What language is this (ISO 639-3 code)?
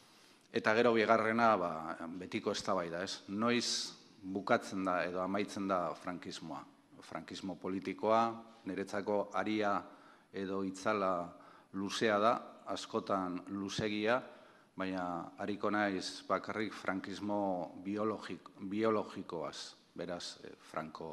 eus